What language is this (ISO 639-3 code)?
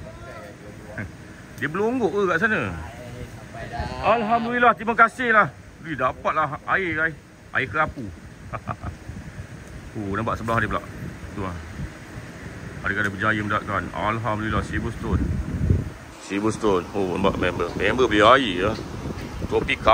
msa